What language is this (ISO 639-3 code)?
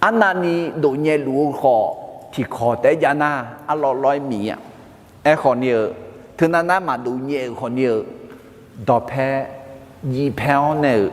ahk